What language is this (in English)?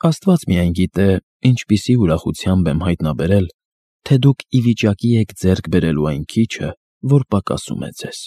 Armenian